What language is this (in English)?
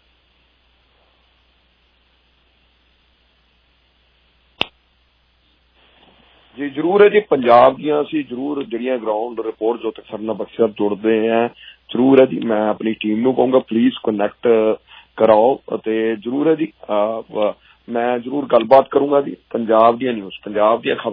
Punjabi